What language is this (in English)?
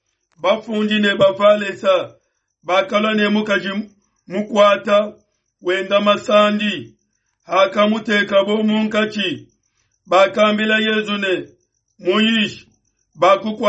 Luba-Lulua